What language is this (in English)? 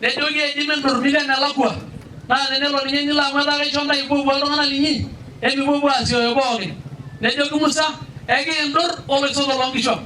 Masai